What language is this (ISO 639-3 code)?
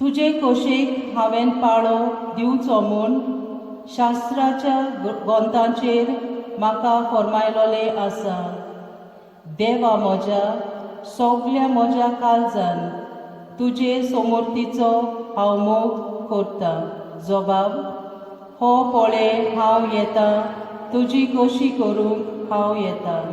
kok